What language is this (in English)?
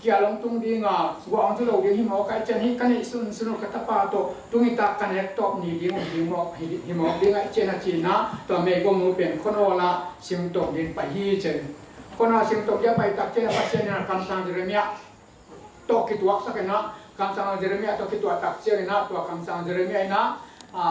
Tedim Chin